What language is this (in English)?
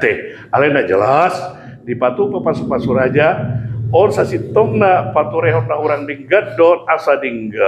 Batak Toba